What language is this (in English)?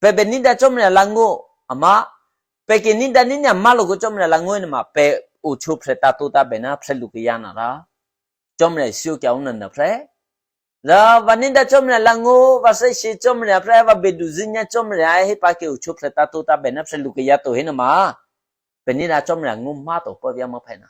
Eastern Kayah